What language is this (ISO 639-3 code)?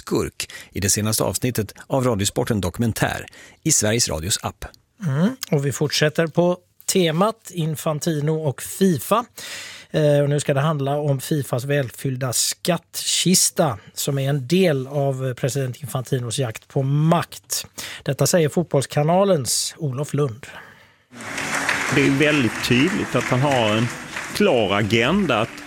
swe